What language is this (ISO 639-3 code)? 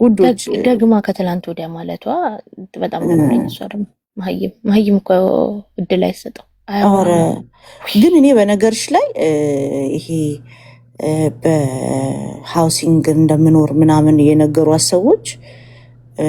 amh